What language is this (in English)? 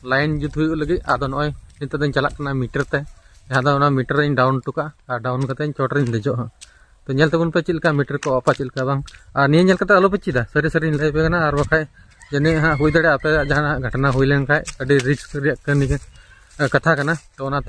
Santali